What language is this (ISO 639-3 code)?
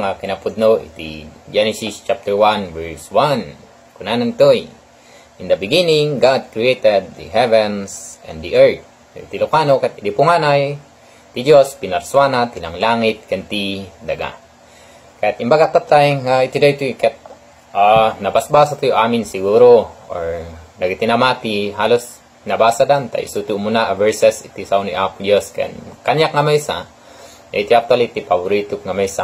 ilo